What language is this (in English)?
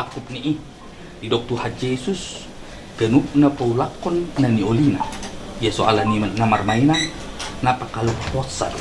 Batak Toba